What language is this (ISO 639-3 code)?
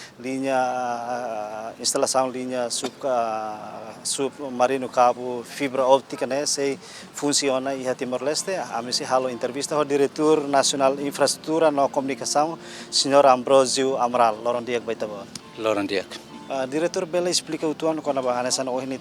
tet